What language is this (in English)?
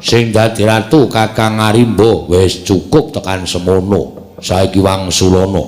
Javanese